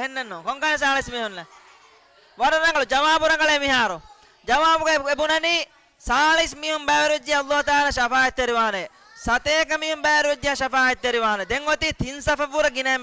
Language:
Divehi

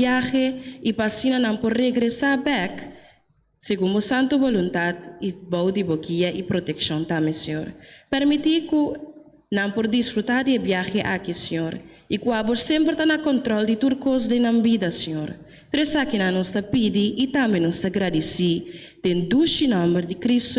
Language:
Papiamento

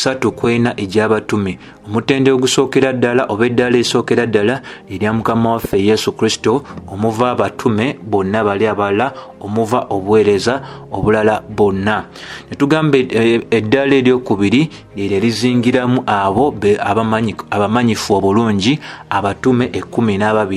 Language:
Ganda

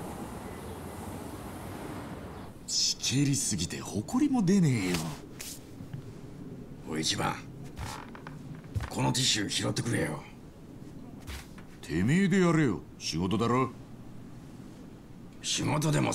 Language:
Japanese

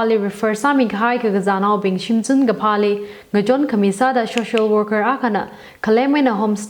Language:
Tangkhul Naga (India)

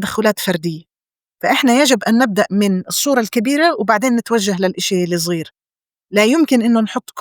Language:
North Levantine Arabic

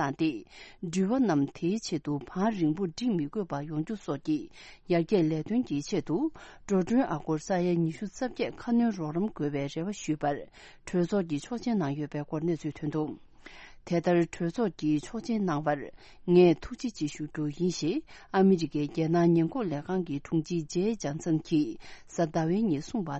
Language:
Tibetan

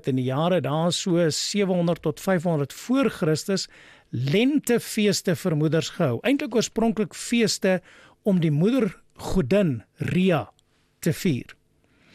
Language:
Afrikaans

